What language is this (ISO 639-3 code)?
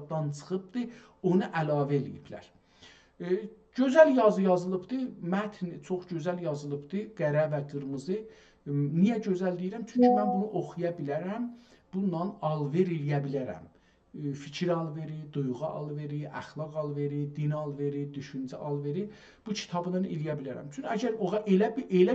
azb